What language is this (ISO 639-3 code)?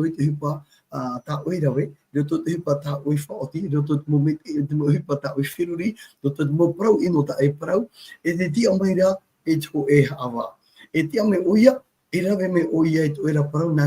tah